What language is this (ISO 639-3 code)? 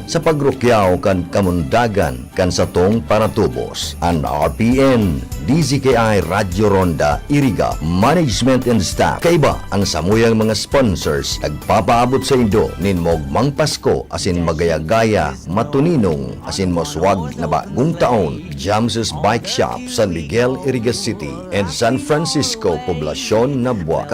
bik